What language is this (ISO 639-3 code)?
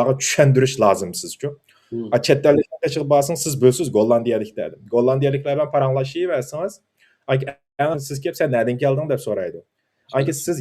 uig